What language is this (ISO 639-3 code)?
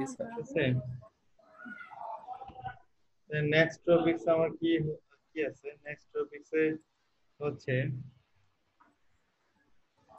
ben